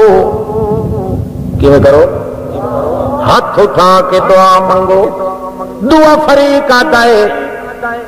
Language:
Urdu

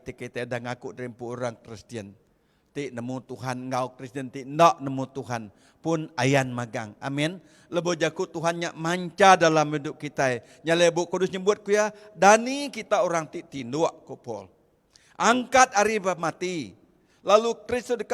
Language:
Iban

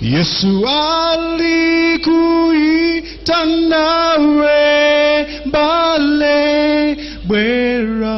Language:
Nyanja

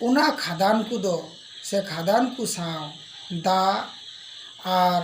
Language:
Santali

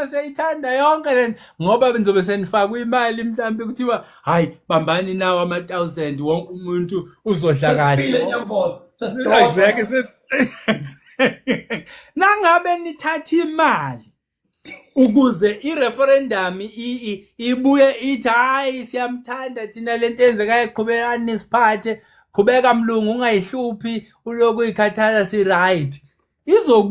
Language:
Zulu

